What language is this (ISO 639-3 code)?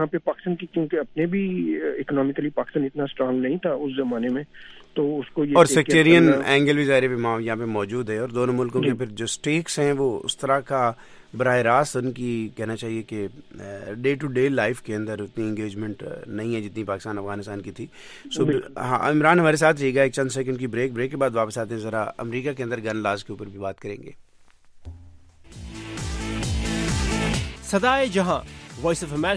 urd